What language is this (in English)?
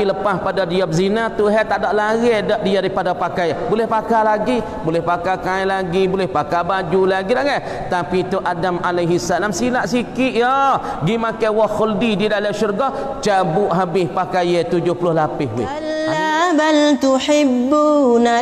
Malay